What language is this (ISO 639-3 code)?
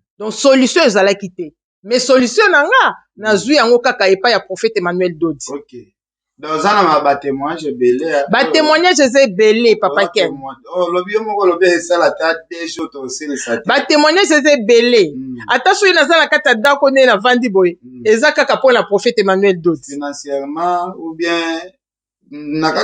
lin